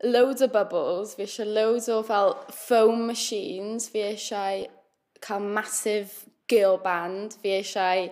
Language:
Welsh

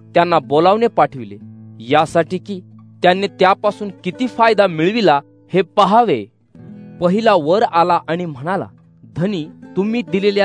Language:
Marathi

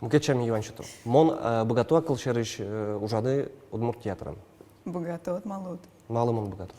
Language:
Udmurt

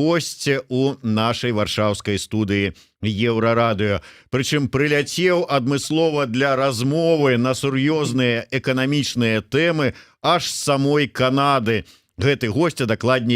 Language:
Belarusian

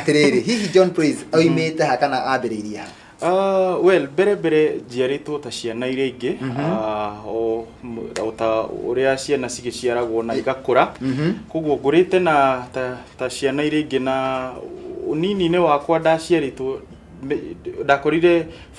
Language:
Kikuyu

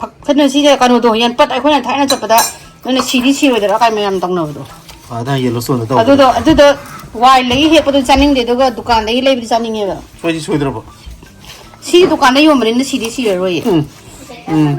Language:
Manipuri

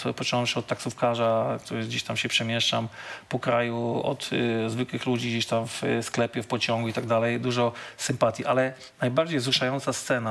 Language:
Polish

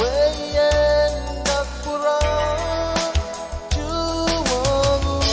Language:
Pohnpeian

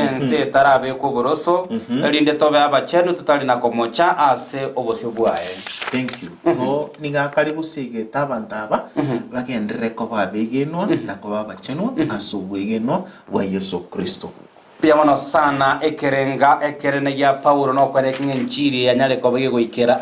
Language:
Gusii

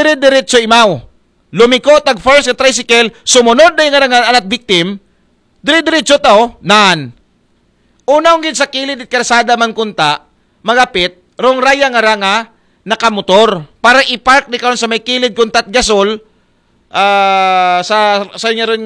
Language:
Aklanon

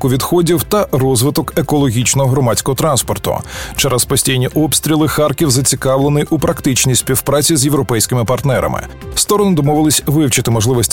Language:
Ukrainian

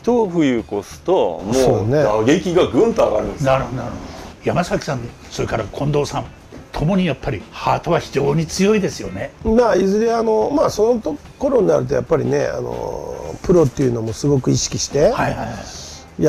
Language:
Japanese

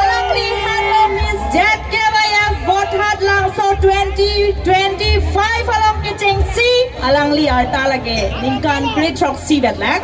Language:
Karbi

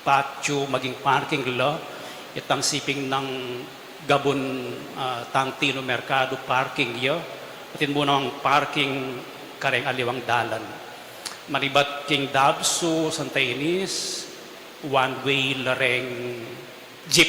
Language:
Pampanga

